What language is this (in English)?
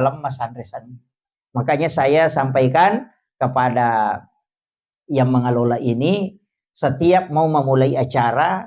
Buginese